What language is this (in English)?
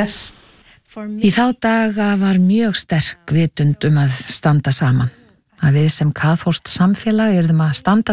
Icelandic